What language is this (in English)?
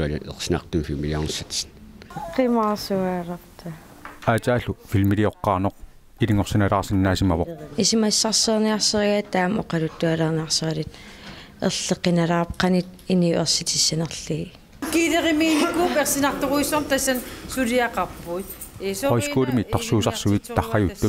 Kalaallisut